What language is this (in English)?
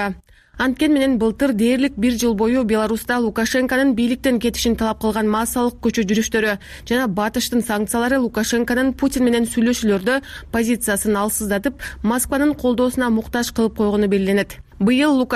Kyrgyz